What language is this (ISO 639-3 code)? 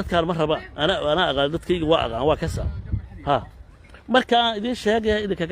som